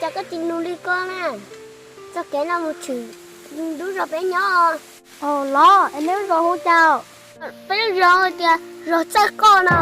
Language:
Hmong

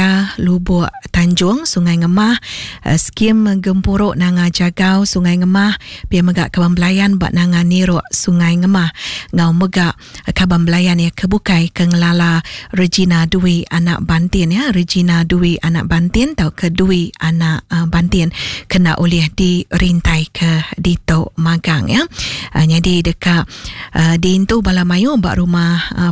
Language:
Iban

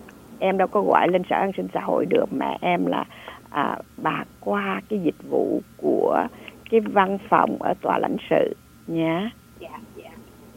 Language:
Vietnamese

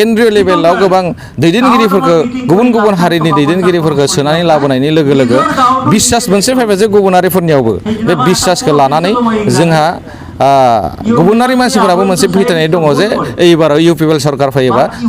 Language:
Bodo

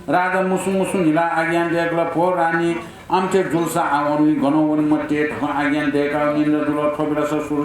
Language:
Newari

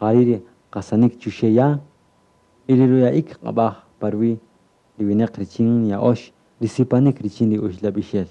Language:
Kaqchikel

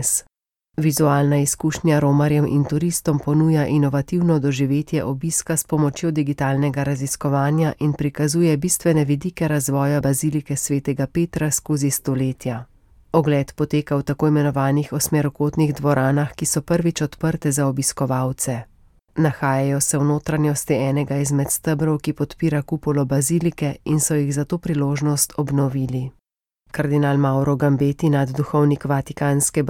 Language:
Slovenian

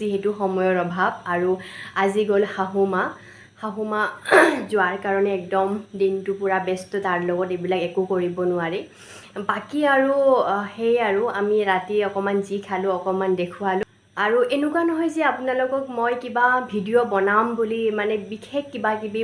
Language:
Assamese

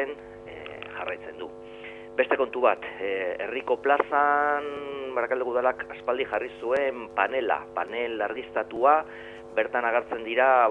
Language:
Basque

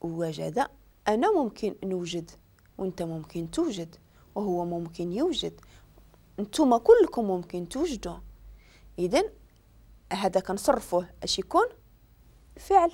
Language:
Moroccan Arabic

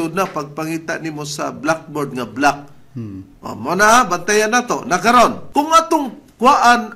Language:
Cebuano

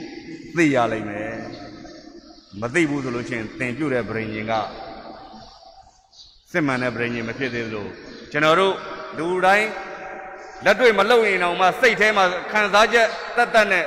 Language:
Burmese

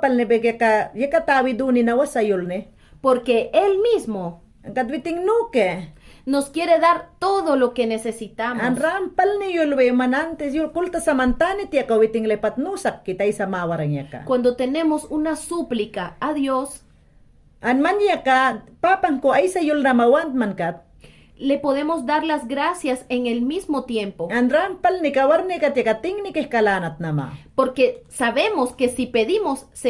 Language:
Mayangna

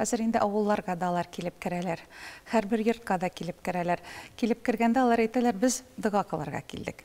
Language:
Tatar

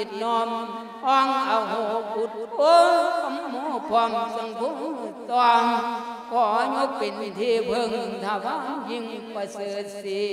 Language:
Lao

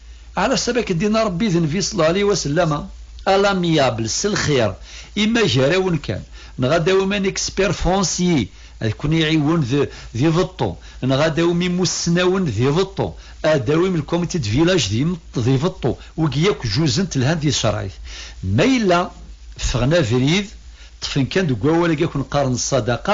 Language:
Kabyle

